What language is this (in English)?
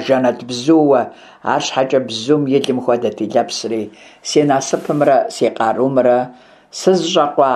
Kabardian